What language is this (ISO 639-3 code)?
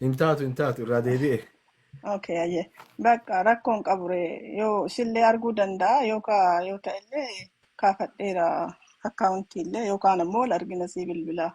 orm